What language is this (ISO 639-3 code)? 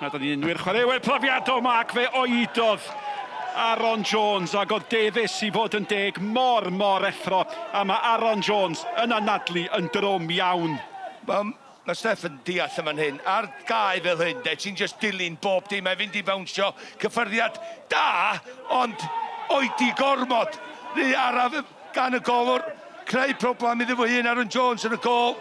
cym